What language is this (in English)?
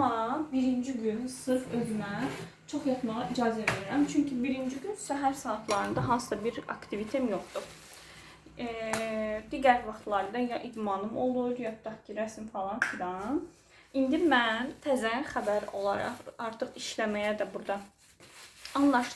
Azerbaijani